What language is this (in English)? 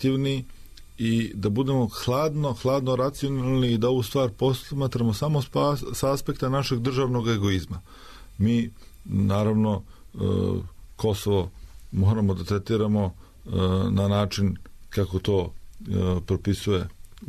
Serbian